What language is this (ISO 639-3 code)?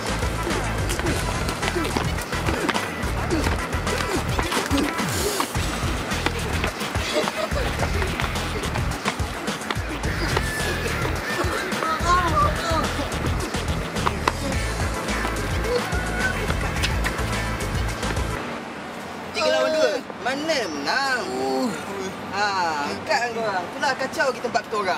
msa